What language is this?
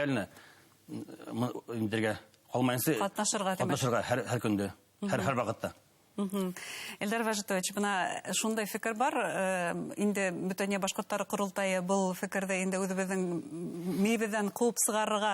Bashkir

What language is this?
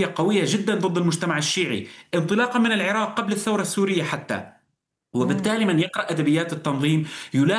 Arabic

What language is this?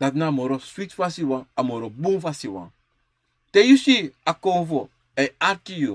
Sranan Tongo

